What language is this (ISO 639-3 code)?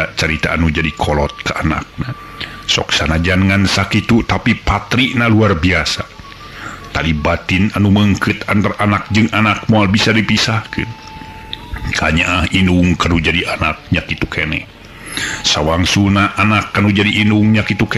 sun